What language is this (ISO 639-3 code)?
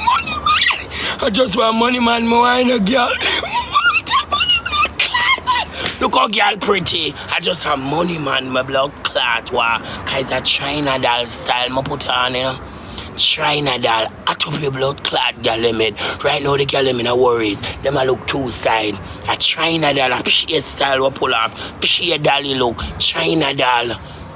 jam